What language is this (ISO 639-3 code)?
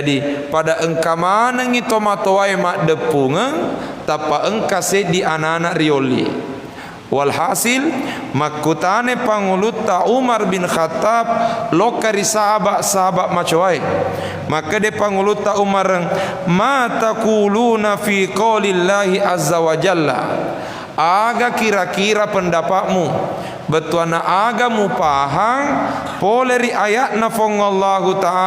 bug